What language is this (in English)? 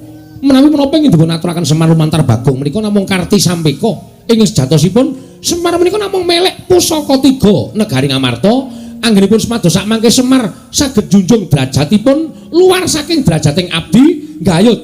Javanese